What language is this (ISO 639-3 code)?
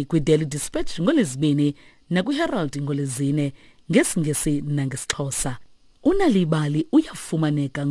xho